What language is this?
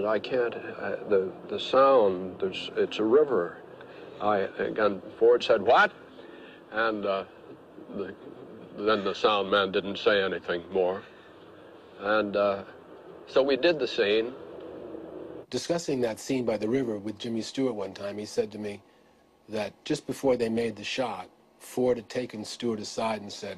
English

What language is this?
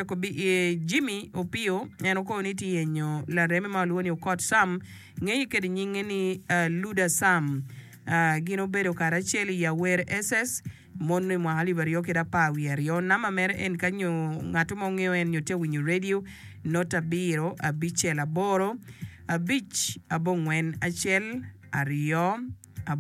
Acoli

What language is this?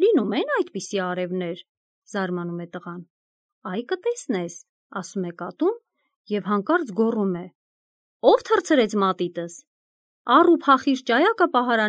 Armenian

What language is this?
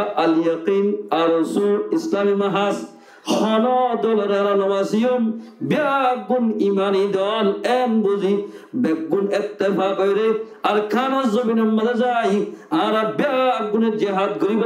Rohingya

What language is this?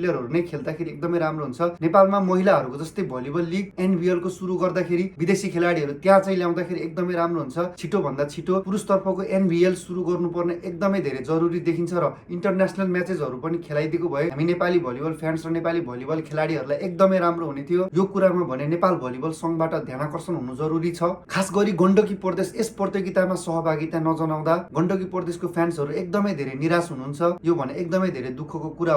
Nepali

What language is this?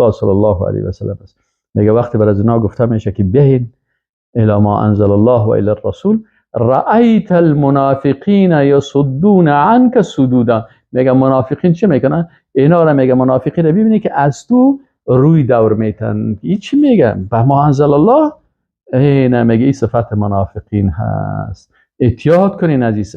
Persian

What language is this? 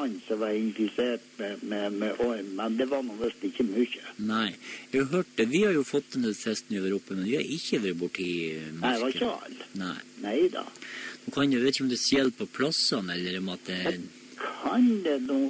Norwegian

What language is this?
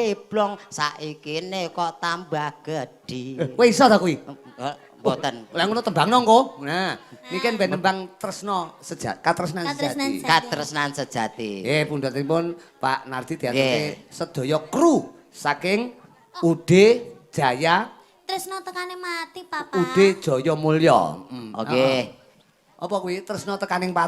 Javanese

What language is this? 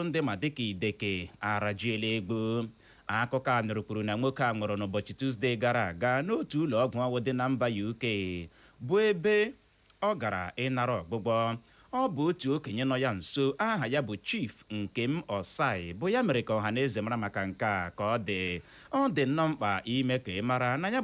Igbo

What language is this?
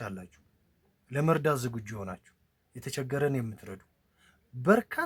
Amharic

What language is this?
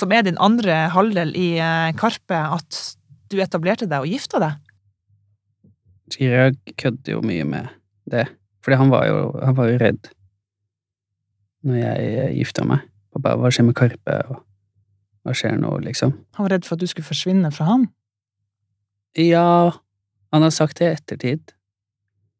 Norwegian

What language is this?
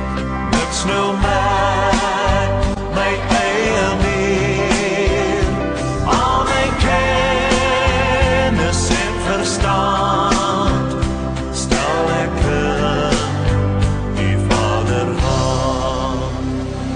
Afrikaans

